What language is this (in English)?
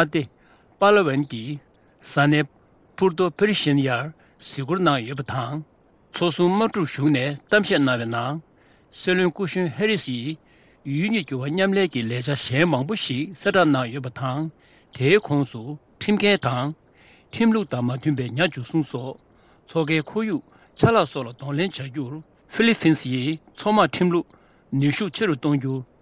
Tibetan